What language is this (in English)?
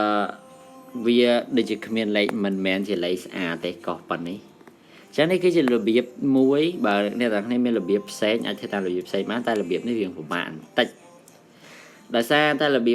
Khmer